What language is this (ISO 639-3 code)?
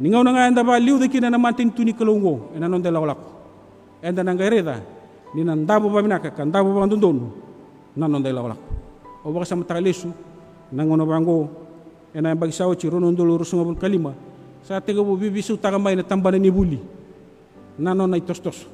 fij